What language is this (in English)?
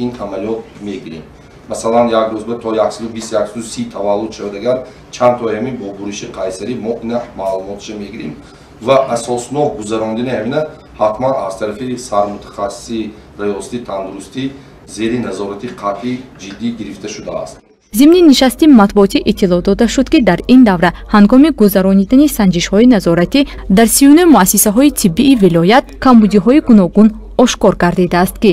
Tajik